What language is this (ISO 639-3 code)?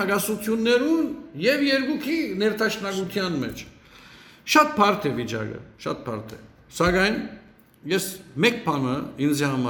hyw